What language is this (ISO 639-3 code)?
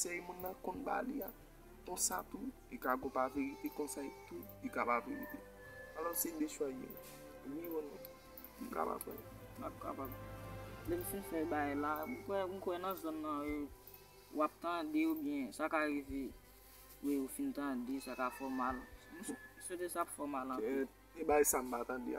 hat